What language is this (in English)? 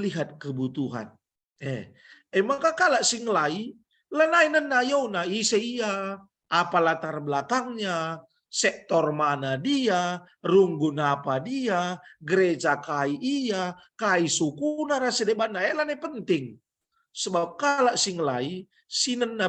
Batak Karo